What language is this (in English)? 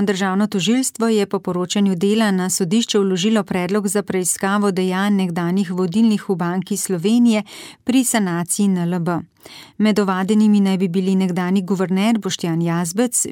Slovenian